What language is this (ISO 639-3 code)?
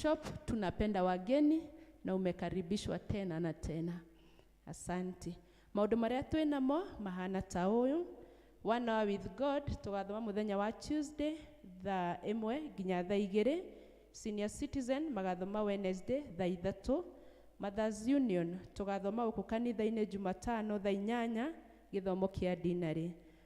kik